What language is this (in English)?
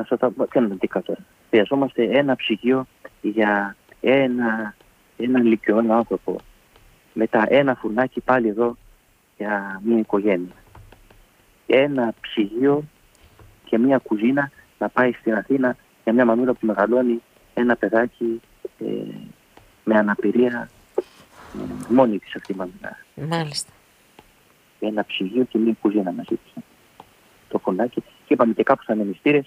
Greek